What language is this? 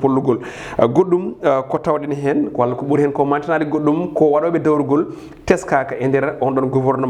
Fula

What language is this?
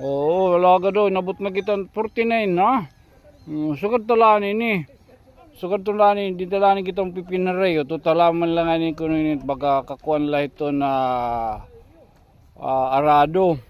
Waray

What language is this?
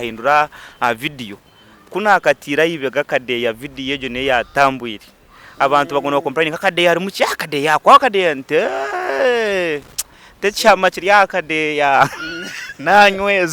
Nyankole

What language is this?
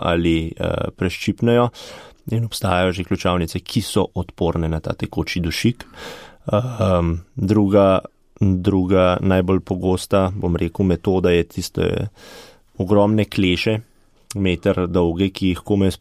Slovenian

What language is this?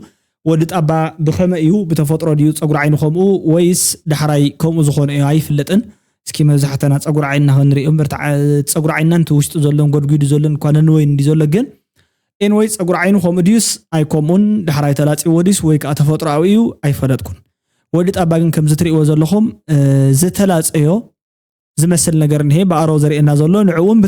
Tigrinya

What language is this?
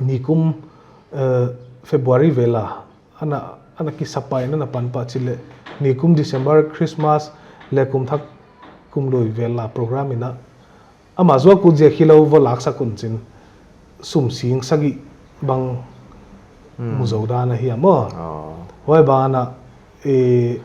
Paite Chin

